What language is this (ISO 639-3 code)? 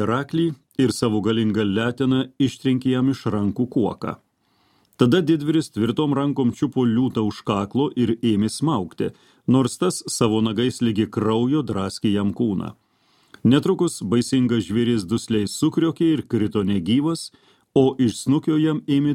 lit